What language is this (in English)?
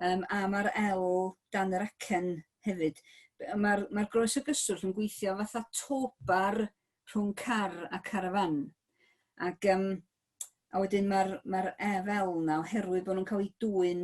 Welsh